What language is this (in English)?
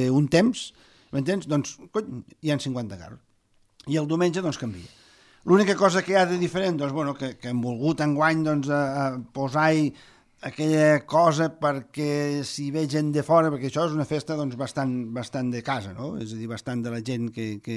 Catalan